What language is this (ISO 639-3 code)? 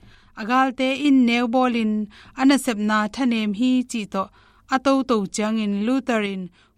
ctd